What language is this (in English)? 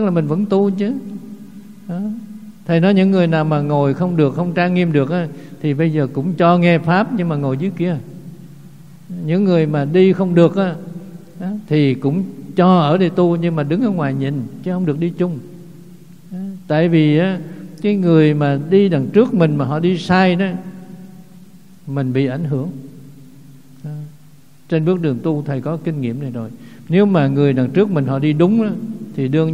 Vietnamese